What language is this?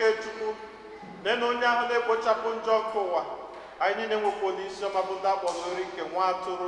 Igbo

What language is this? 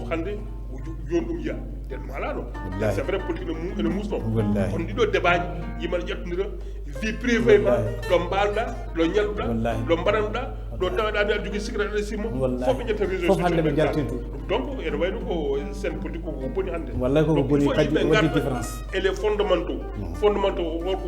Fula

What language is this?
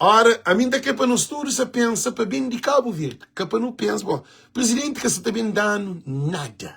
Kabuverdianu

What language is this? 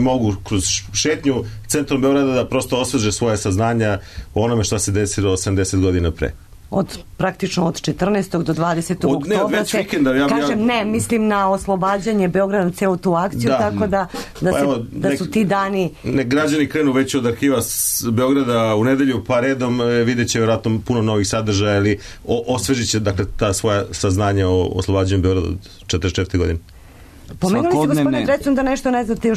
Serbian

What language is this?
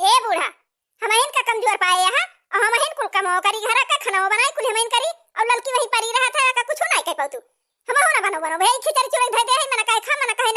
Awadhi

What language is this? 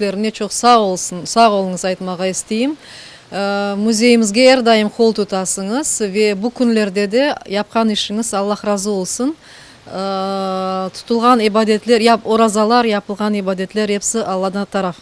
Crimean Tatar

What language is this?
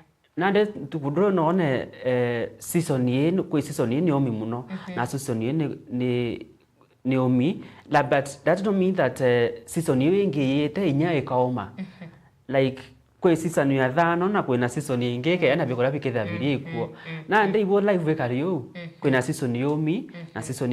Meru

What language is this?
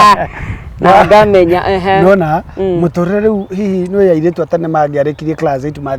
Kikuyu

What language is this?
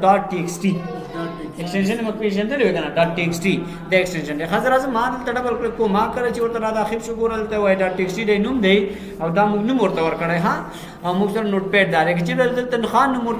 Pashto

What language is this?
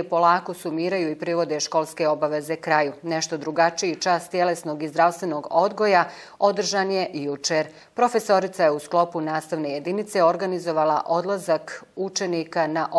Bosnian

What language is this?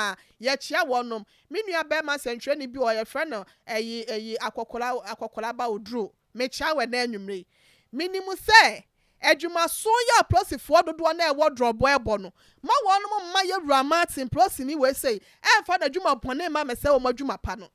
Akan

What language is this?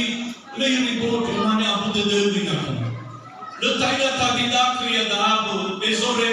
Nias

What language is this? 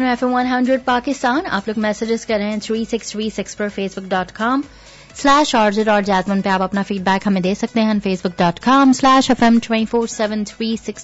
Urdu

